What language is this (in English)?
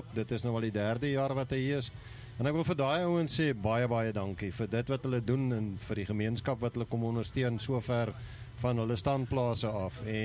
Afrikaans